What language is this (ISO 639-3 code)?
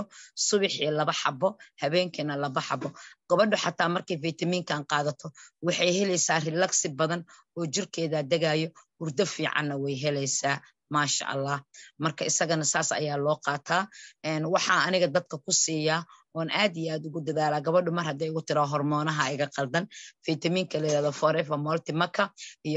som